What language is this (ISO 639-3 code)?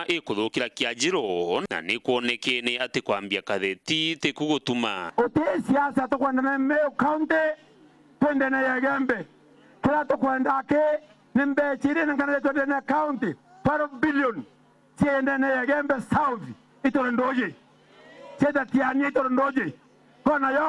mer